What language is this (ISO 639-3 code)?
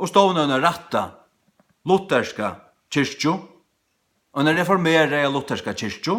fao